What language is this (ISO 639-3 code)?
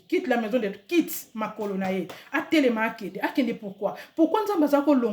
lin